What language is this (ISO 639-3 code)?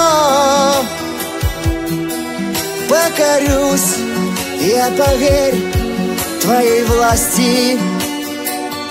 rus